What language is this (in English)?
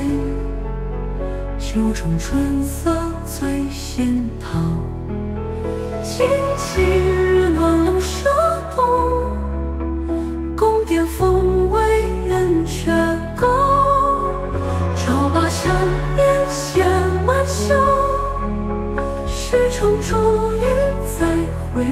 Chinese